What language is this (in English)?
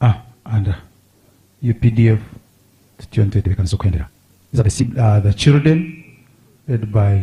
Nyankole